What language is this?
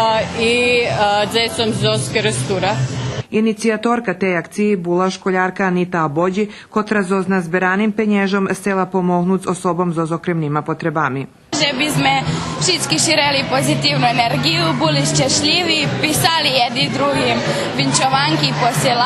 Rusyn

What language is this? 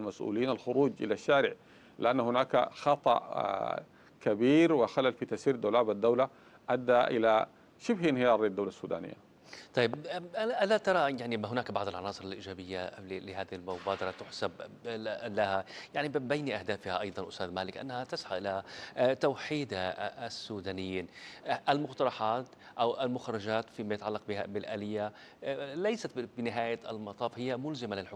Arabic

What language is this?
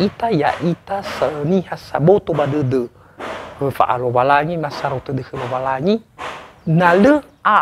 Nias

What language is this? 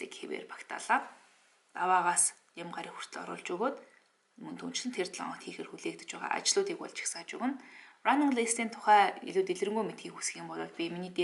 Mongolian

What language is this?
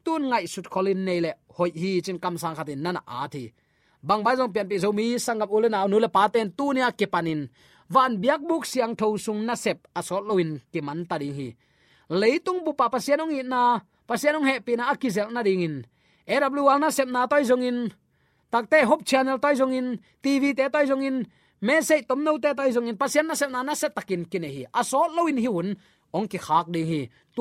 Tedim Chin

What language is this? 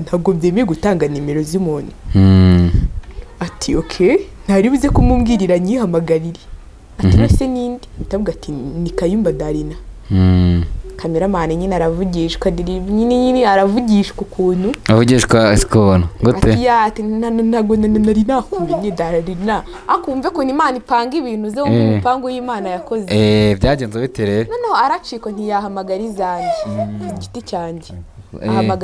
Kinyarwanda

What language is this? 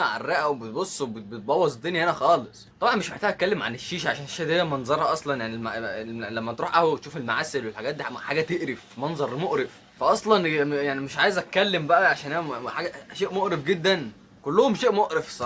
Egyptian Arabic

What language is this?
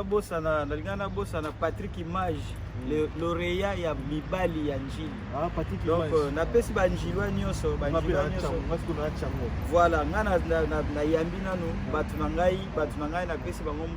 Lingala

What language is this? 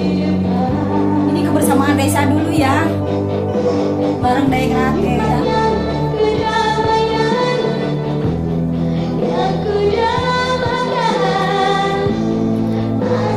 Indonesian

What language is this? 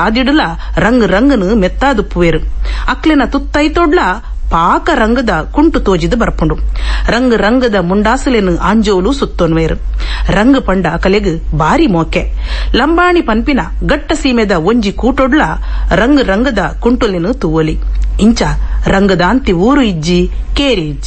Tulu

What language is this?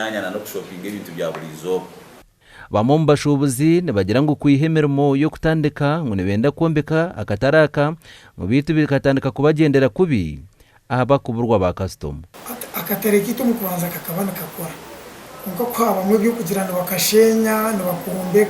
Nyankole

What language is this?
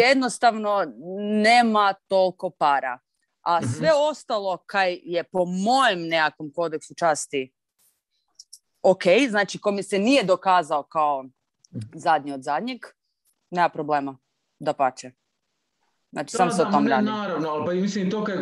Croatian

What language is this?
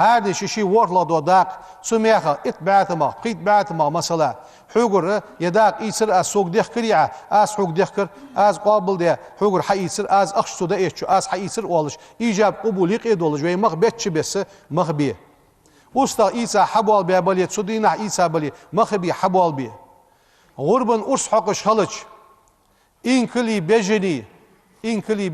Ingush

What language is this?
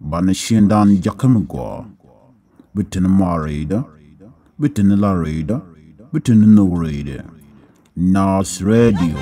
Nuer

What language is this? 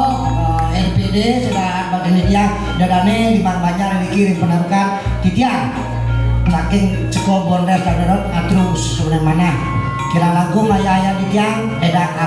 Balinese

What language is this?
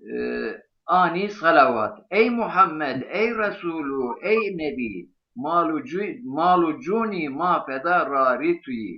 Zaza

